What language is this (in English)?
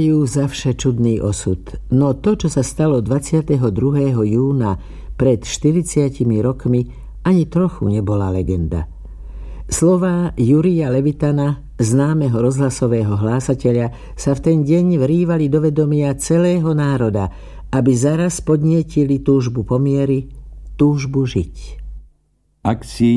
Slovak